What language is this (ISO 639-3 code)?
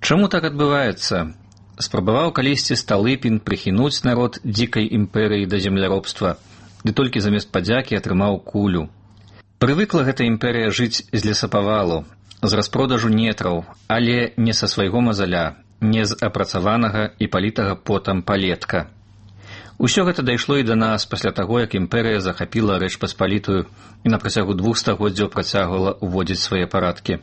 bel